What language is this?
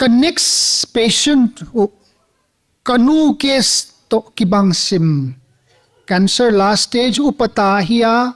Paite Chin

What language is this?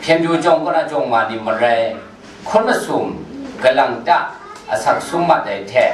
Kachin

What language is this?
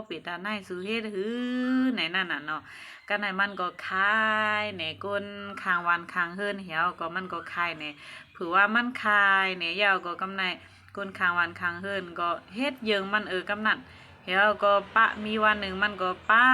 Shan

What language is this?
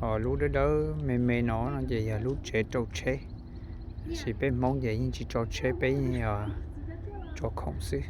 Hmong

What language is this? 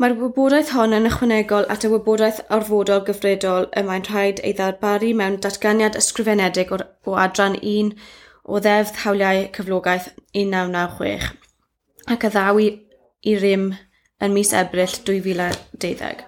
Welsh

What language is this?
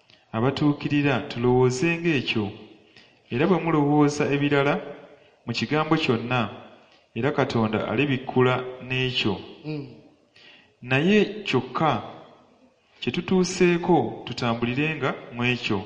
Ganda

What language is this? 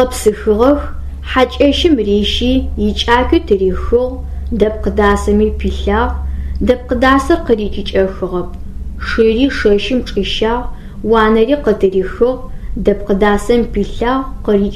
Adyghe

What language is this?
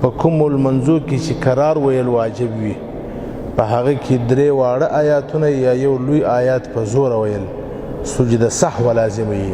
Pashto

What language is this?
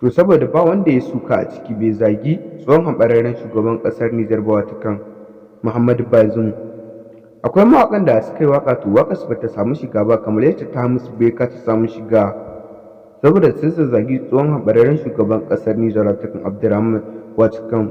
Hausa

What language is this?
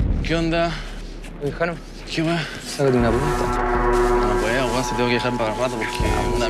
Spanish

